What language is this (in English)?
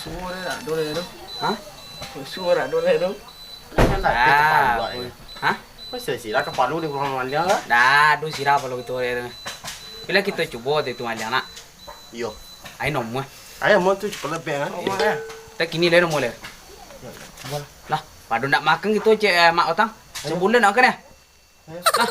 Minangkabau